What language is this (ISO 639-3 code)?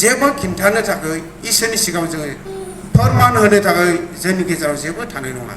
brx